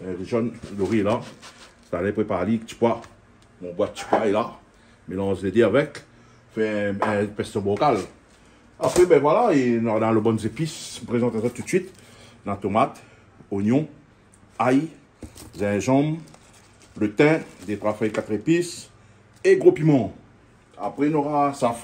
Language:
Réunion Creole French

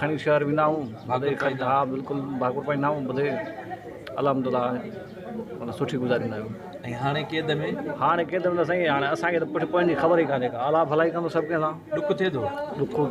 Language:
Sindhi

